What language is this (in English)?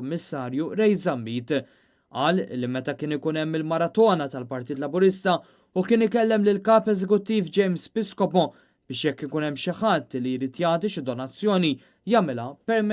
Maltese